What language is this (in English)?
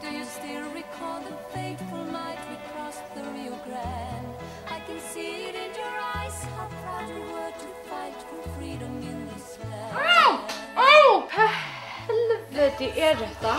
Faroese